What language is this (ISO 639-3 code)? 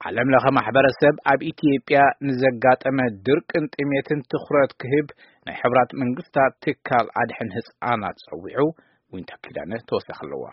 tir